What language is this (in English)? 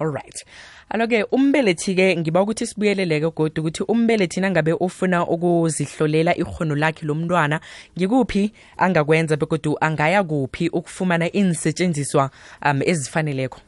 South Ndebele